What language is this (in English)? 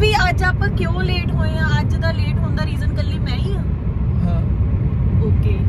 Punjabi